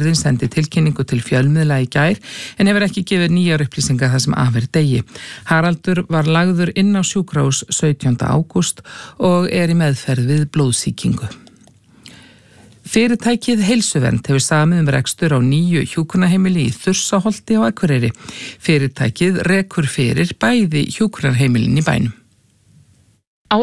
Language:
Icelandic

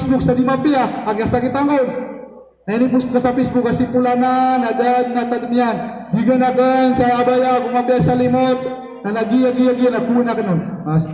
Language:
Maranao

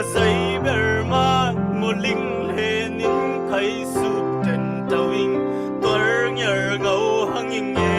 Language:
Falam Chin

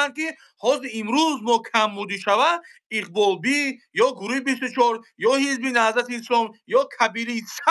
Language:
Tajik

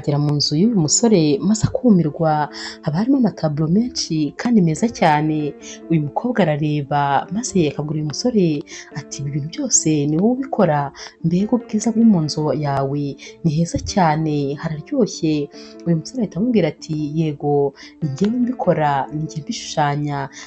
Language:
Kinyarwanda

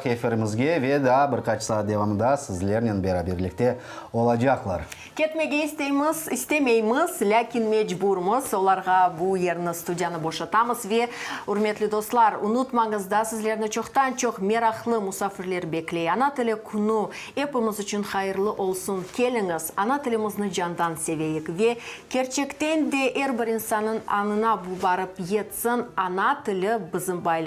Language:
Crimean Tatar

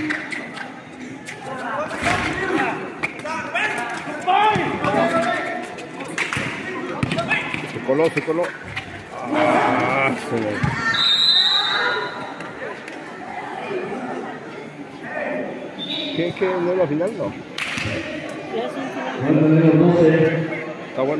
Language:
Spanish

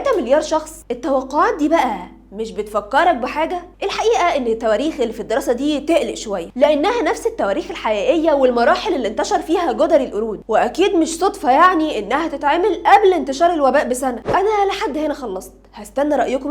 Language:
Egyptian Arabic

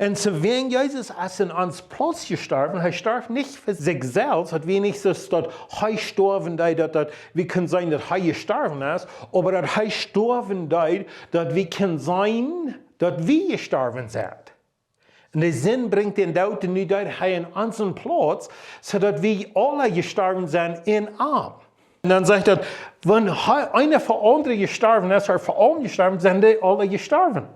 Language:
Plautdietsch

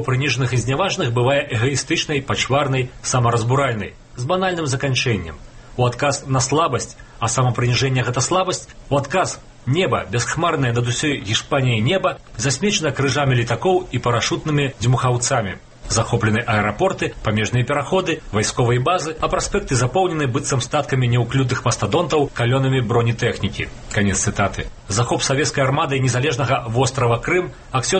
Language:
Belarusian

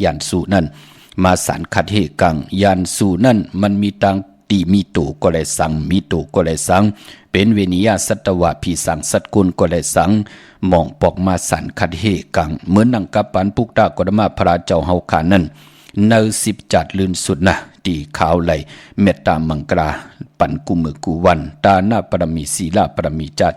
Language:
Shan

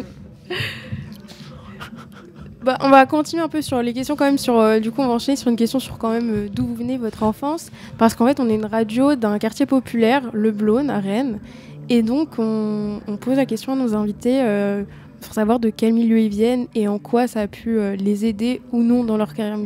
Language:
French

